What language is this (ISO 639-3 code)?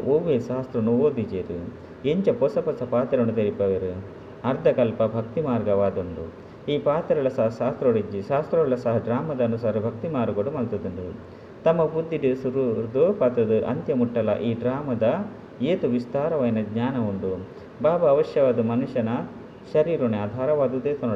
tcy